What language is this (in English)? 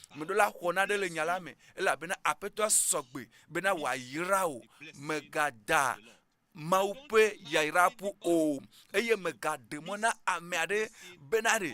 Ewe